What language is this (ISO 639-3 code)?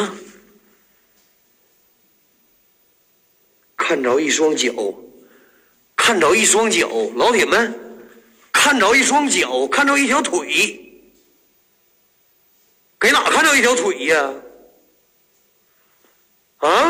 zho